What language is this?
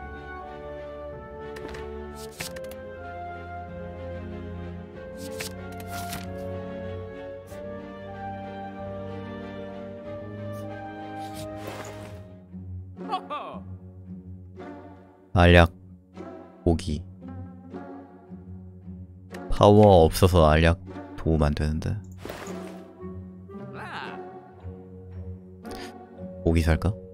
Korean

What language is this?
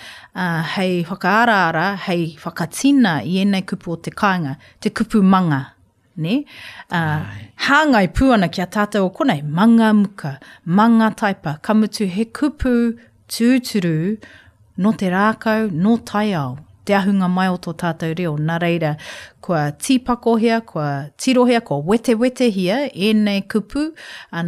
Māori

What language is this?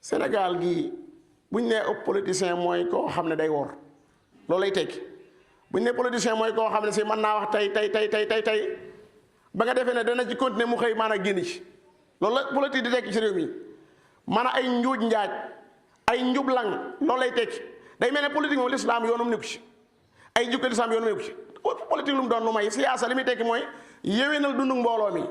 Wolof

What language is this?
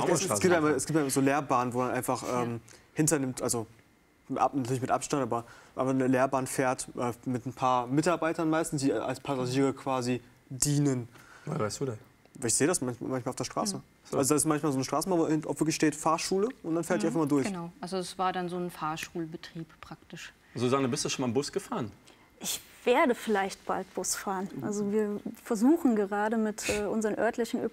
German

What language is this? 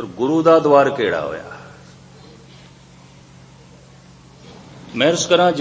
Punjabi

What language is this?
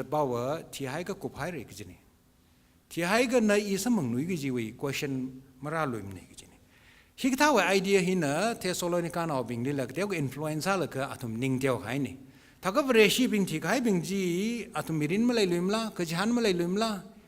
Tangkhul Naga (India)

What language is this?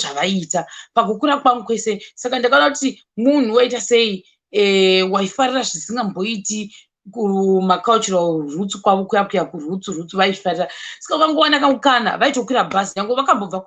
Shona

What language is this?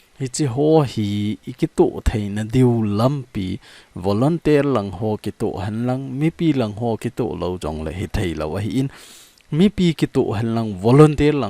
Thado Chin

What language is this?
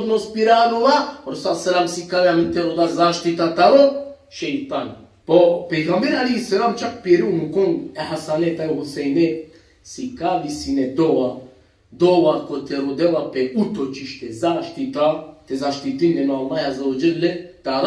Balkan Romani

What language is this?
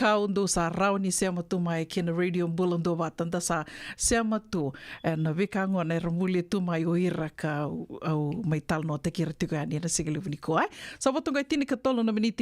Fijian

